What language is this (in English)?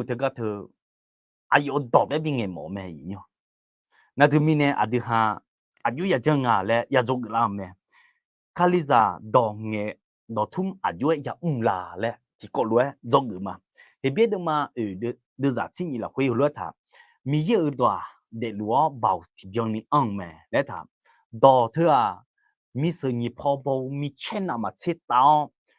Akha